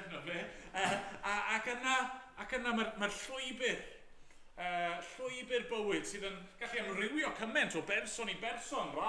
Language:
Welsh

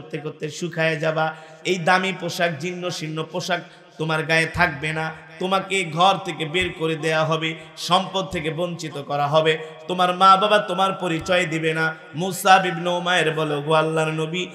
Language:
Bangla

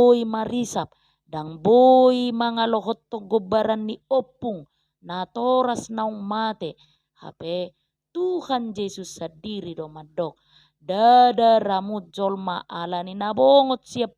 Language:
Batak Toba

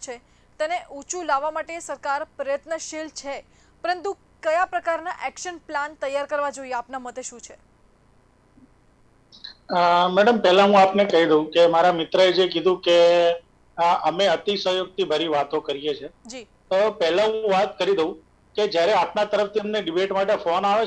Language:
Gujarati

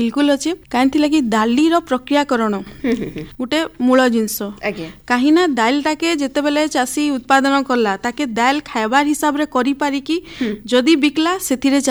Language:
Odia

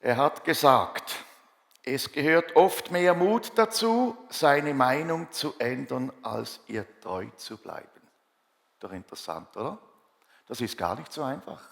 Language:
Swiss German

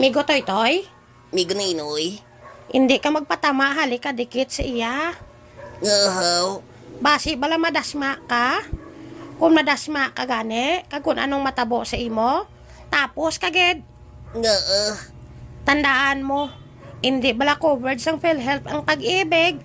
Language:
Hiligaynon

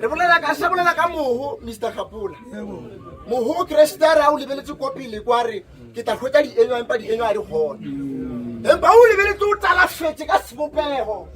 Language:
Northern Sotho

